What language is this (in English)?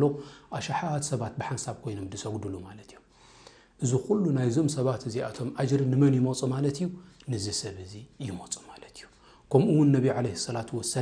Tigrinya